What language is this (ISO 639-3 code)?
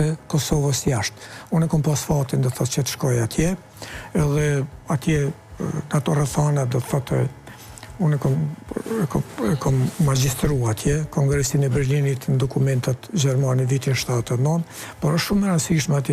sqi